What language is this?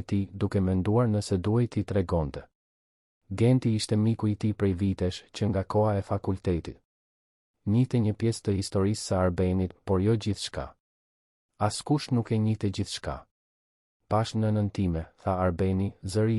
Albanian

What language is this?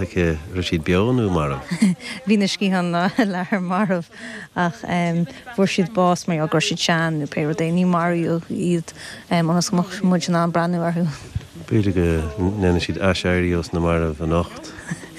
Irish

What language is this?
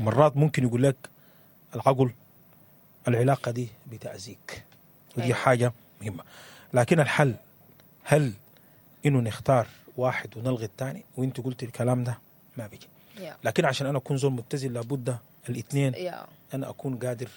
Sudanese Arabic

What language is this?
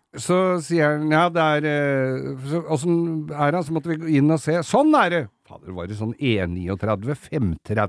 Norwegian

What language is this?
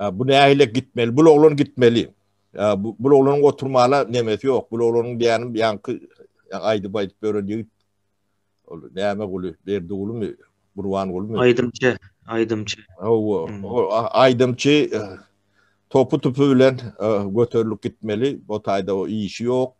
Turkmen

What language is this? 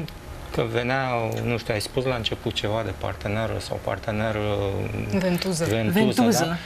Romanian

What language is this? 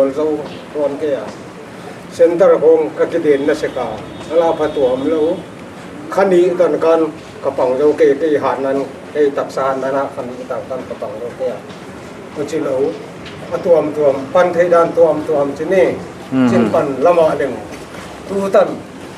Paite Chin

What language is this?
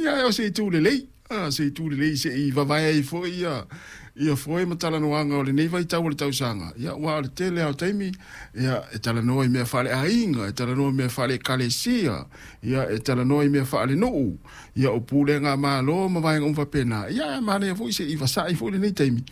Samoan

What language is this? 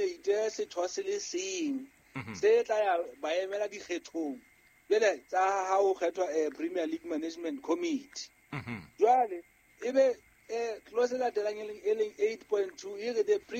Southern Sotho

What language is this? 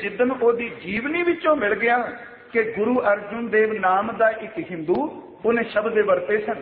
Punjabi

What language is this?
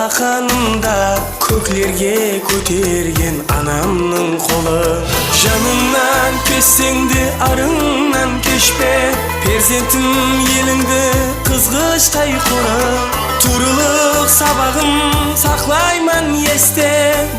Kara-Kalpak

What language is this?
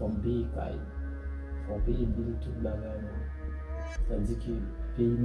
Haitian Creole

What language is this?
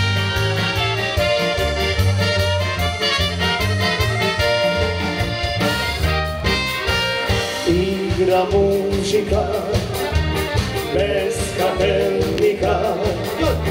Croatian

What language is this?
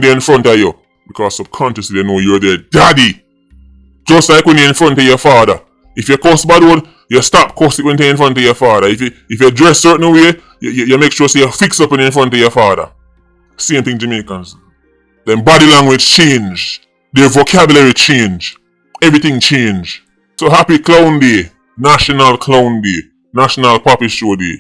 Jamaican Creole English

